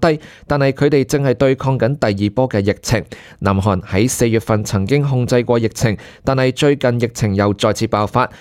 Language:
Cantonese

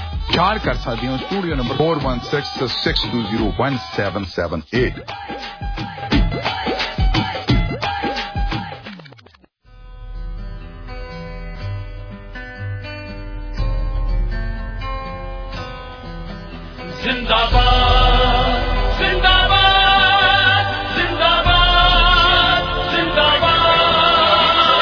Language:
Punjabi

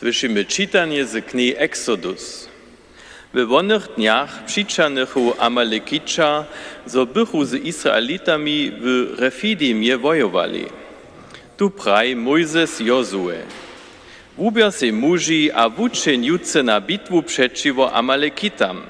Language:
Upper Sorbian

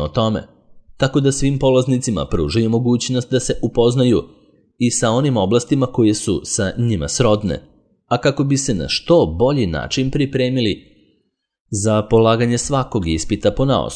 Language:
Serbian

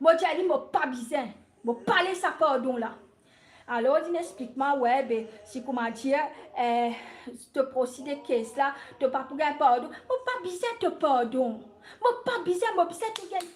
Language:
Morisyen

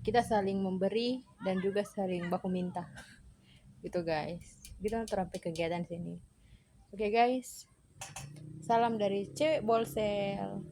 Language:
Manado Malay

